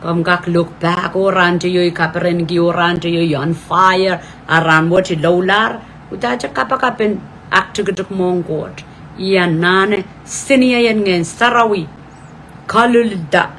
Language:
Pohnpeian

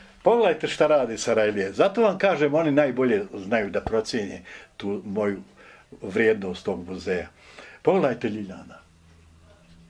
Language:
Bosnian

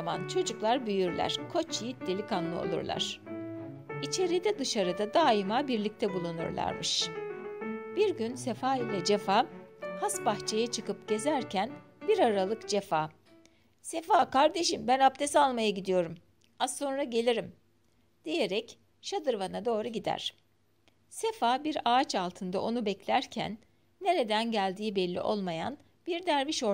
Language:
Turkish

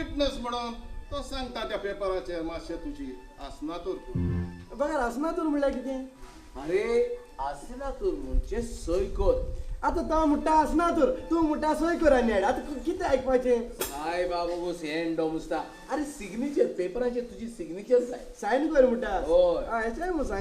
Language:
Konkani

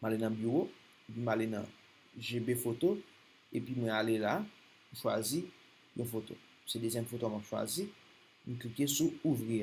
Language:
Haitian Creole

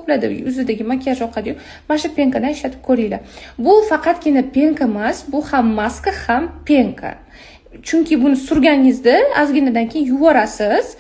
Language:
Uzbek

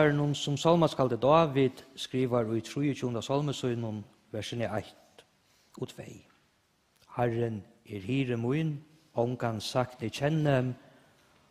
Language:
Faroese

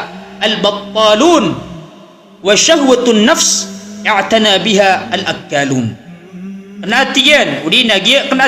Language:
Maranao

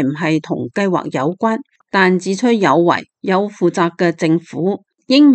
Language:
Cantonese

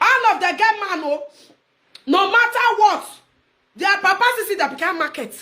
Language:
Nigerian Pidgin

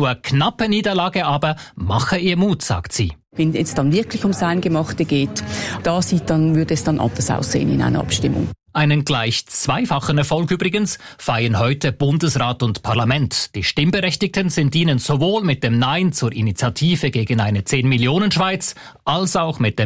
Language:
German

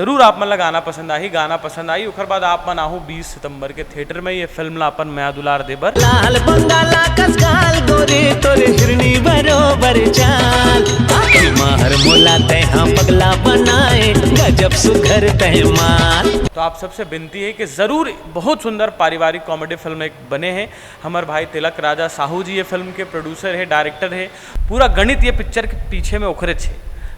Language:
Chhattisgarhi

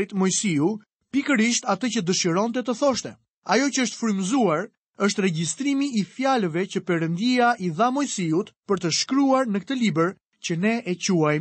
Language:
Albanian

